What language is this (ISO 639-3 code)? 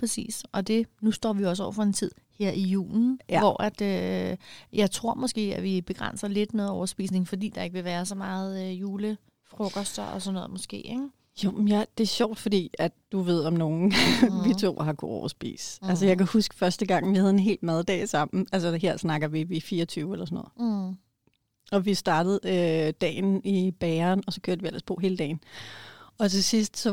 dan